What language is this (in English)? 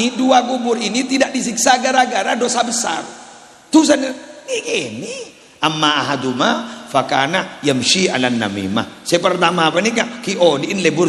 Madurese